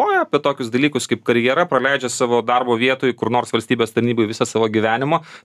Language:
Lithuanian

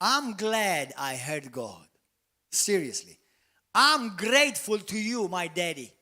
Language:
English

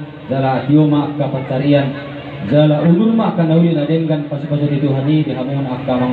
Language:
Batak Toba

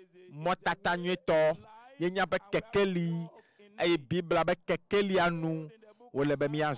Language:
Ewe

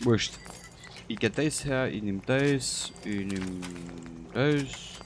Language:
Bavarian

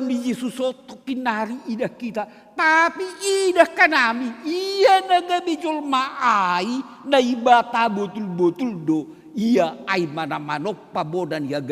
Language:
Batak Simalungun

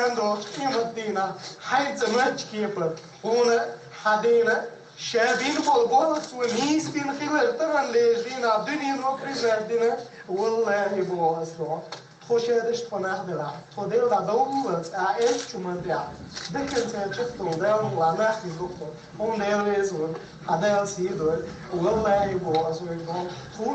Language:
Chechen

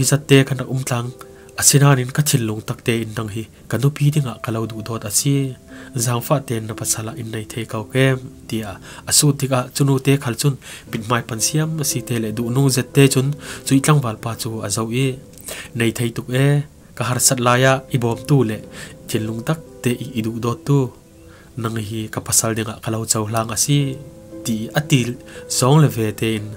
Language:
Falam Chin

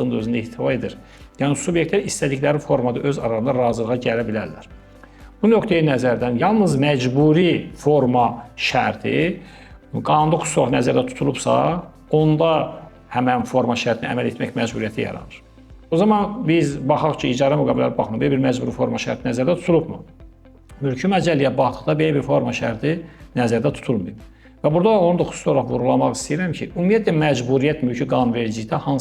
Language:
Azerbaijani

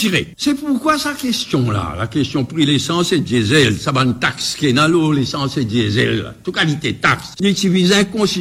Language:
Morisyen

